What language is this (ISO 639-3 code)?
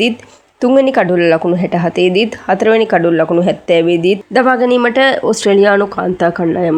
sin